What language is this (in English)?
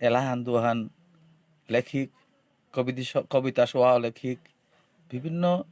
Bishnupriya